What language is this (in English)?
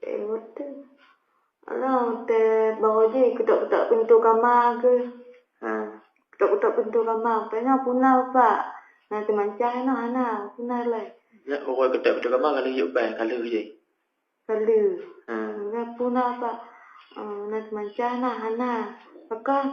Achinese